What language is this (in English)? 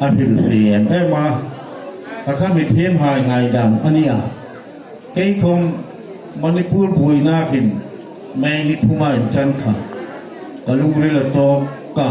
Hmar